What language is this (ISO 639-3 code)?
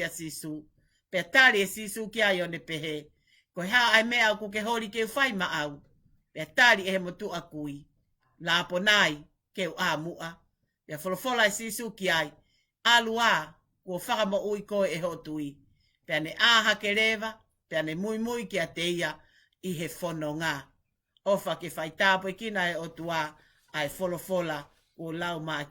ton